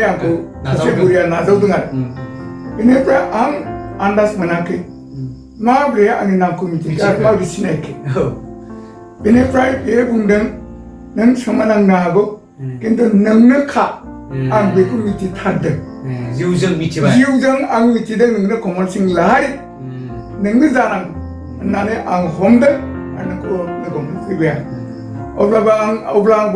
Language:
Bodo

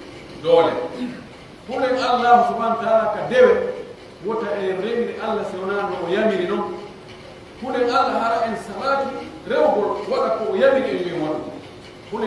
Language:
Pular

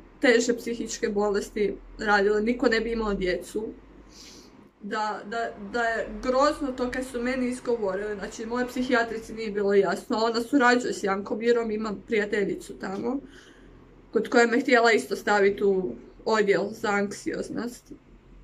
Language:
Croatian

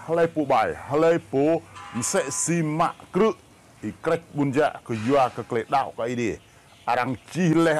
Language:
Rade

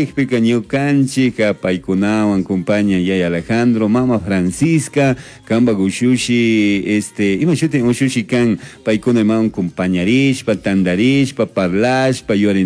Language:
Chimborazo Highland Quichua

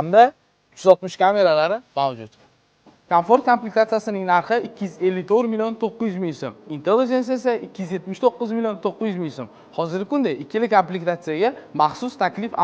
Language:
Uzbek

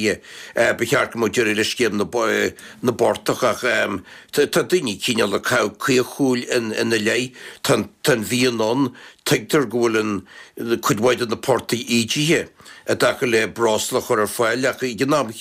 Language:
Irish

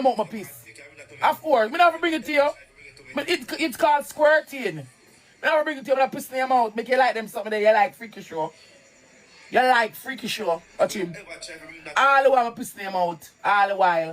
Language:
Jamaican Creole English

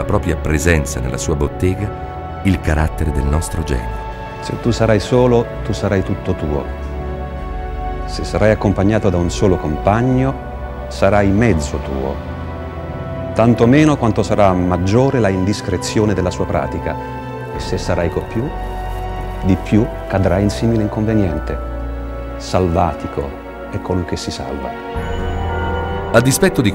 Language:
Italian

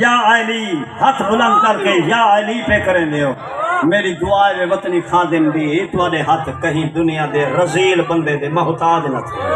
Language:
Saraiki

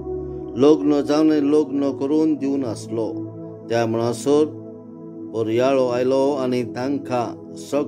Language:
Konkani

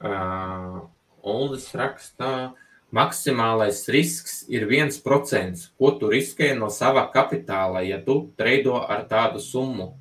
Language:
Latvian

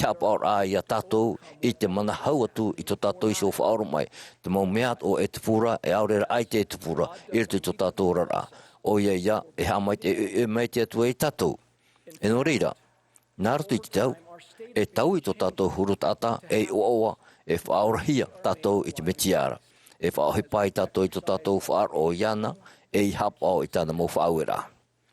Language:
Tahitian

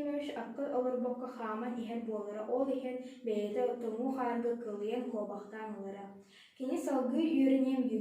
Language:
Yakut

